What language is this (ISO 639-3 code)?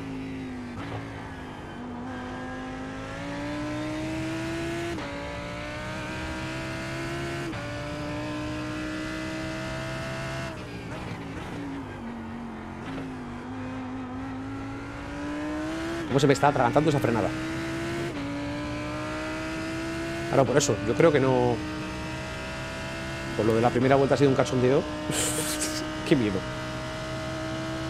spa